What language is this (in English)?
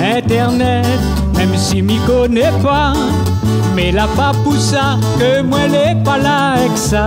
Réunion Creole French